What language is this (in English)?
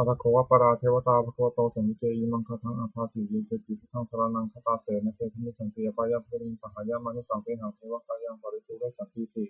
Pali